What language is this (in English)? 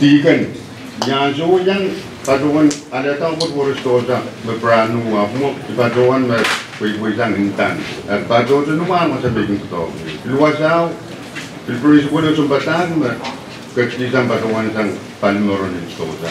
Pohnpeian